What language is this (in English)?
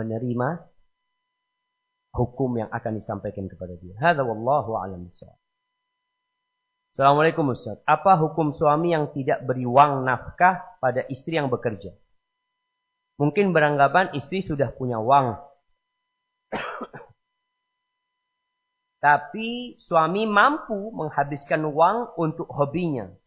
Indonesian